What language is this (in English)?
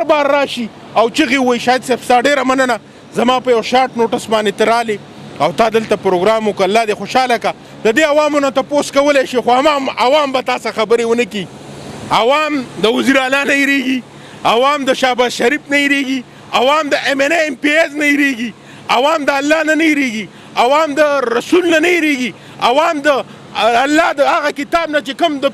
Pashto